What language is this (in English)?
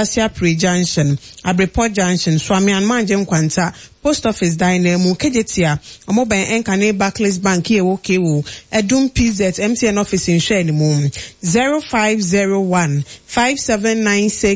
Akan